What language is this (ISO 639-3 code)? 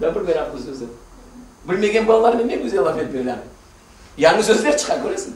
crh